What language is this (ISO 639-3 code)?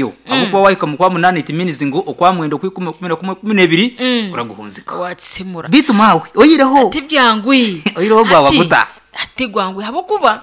nyn